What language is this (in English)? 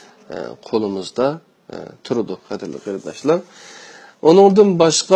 Uyghur